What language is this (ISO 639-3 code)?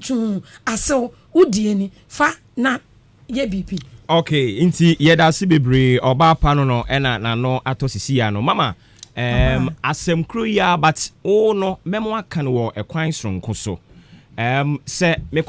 aka